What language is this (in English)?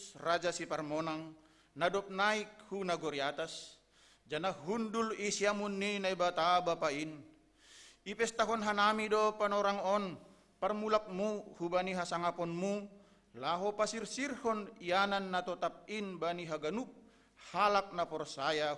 Batak Simalungun